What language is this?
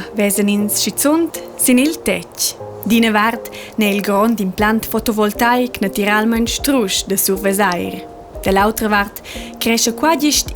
Romansh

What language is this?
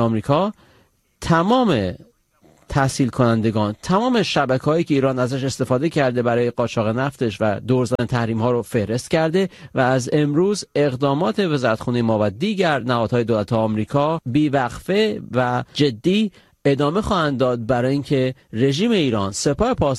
Persian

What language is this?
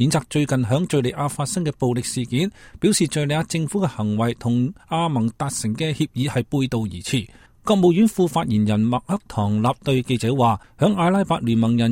Cantonese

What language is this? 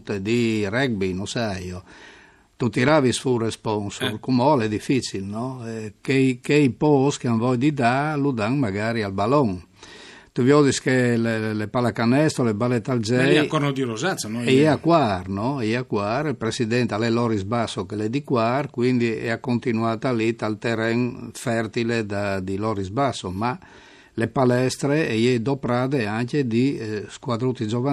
Friulian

